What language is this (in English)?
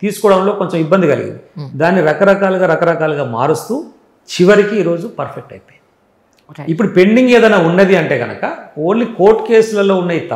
Telugu